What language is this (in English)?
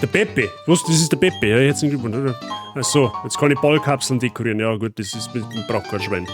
Bavarian